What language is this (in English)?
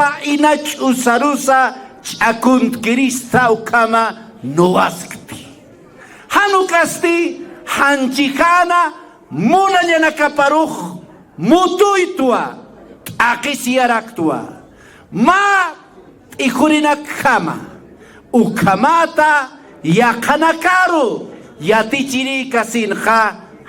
Aymara